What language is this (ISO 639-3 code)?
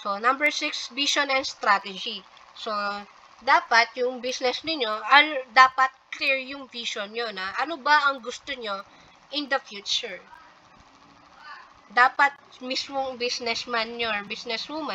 fil